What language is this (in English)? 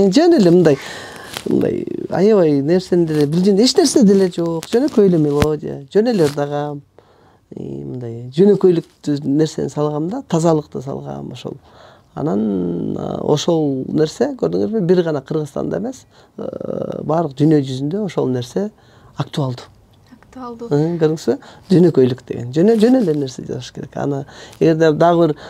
Kyrgyz